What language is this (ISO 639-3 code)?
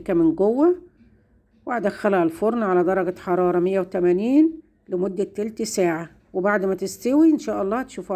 arz